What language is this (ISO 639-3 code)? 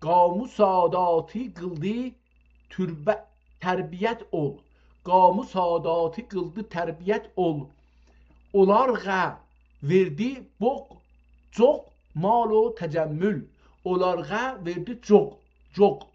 azb